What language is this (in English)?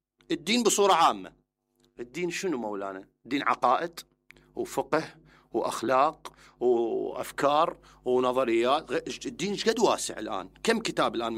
Mesopotamian Arabic